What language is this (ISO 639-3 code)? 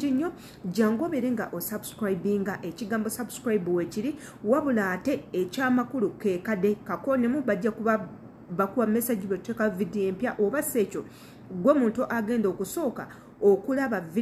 lug